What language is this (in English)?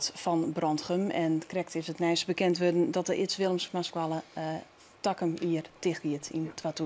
Western Frisian